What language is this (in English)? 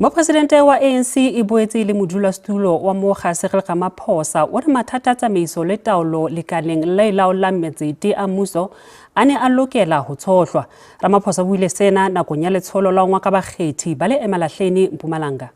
Southern Sotho